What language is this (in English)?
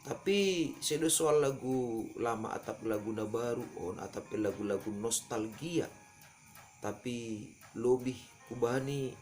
Batak Simalungun